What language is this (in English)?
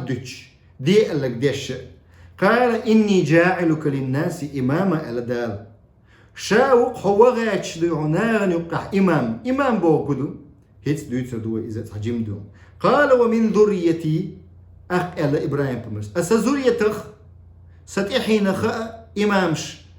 Chechen